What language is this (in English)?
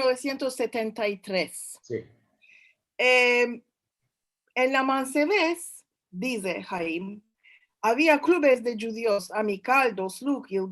Ladino